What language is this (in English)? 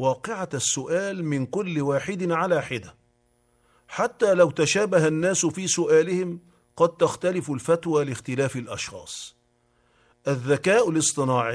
Arabic